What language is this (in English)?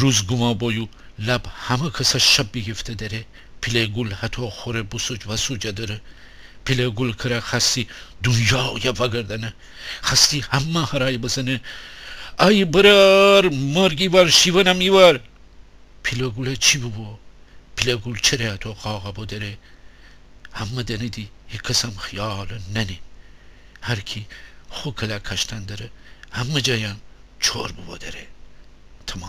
Gilaki